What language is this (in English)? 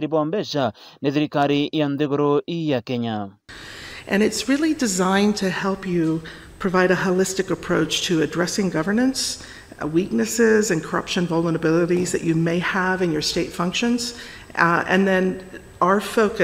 Meru